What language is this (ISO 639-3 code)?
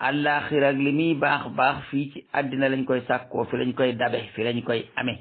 wol